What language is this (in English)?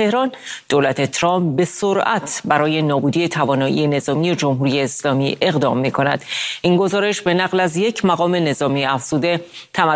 Persian